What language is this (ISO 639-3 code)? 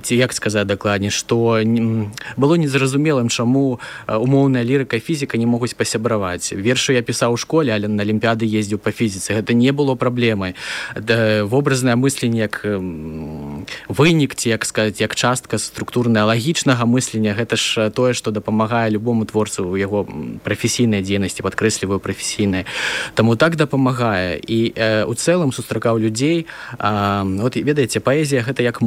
bel